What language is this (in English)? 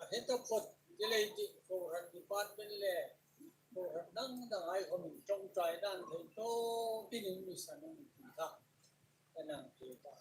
Hmar